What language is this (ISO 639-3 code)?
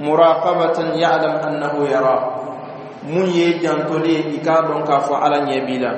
bam